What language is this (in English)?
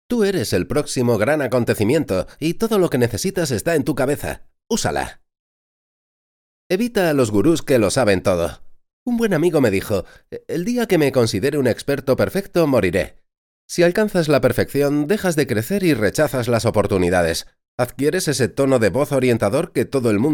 Spanish